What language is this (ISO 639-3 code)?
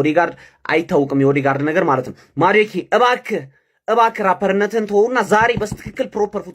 amh